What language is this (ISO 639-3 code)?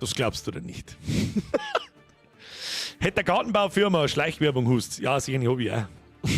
bar